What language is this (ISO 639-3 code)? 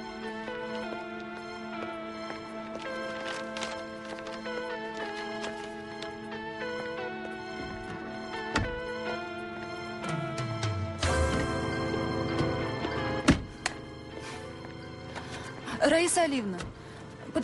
rus